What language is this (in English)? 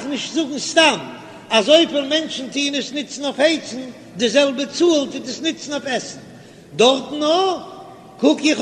Yiddish